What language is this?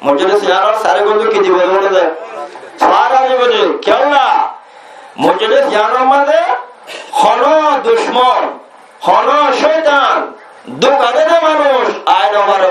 Rohingya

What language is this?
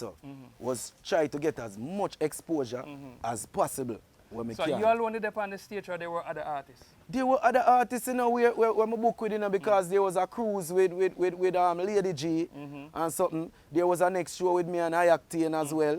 Jamaican Creole English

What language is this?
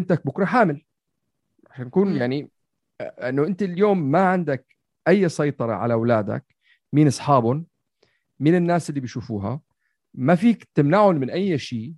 North Levantine Arabic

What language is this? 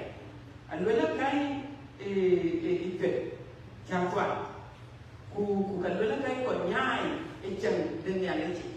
Dinka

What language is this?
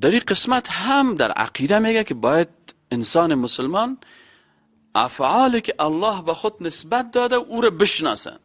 Persian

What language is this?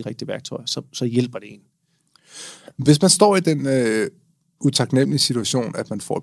Danish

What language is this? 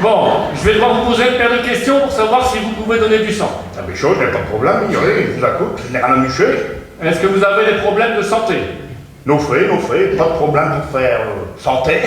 Picard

